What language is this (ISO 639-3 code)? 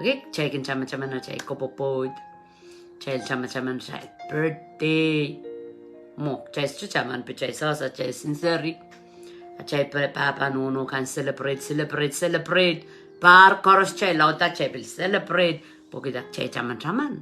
pon